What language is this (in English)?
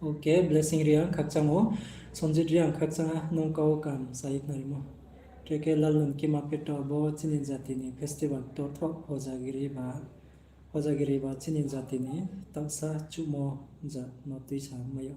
Riang (India)